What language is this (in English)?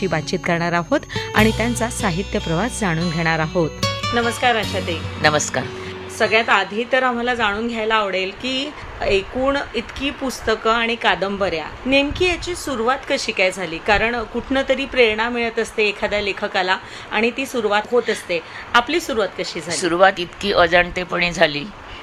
Marathi